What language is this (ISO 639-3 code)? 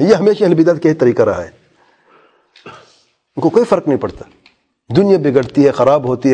urd